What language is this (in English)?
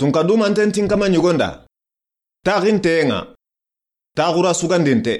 Soninke